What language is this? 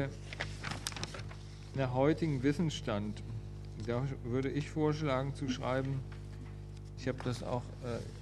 German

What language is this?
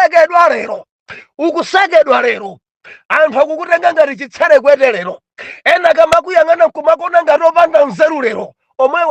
Nyanja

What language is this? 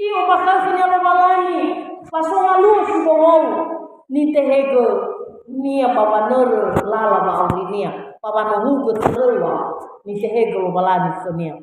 Nias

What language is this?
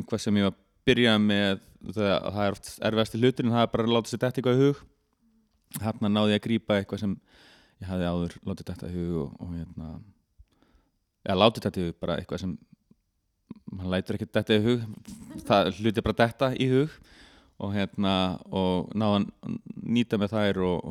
Icelandic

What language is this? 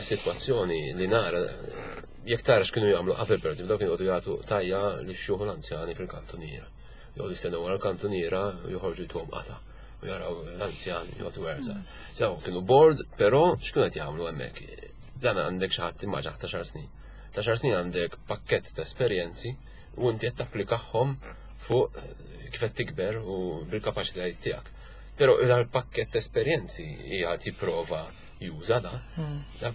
Maltese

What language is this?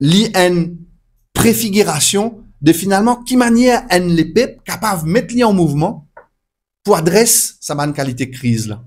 Morisyen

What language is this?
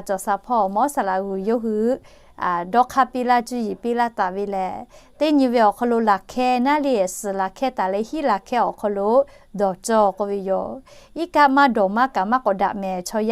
Lahu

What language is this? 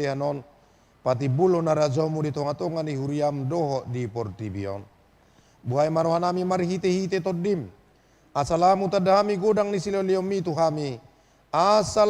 Batak Toba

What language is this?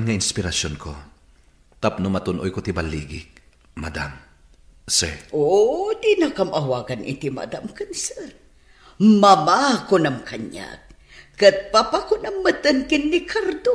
Iloko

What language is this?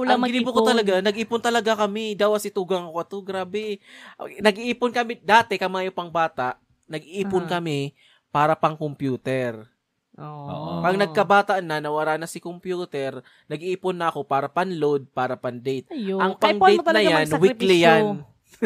Bikol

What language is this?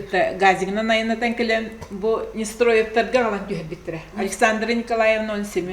Yakut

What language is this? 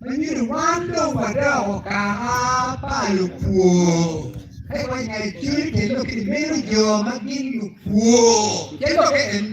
Acoli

